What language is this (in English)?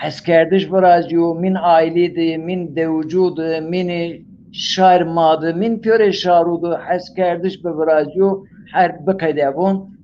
Zaza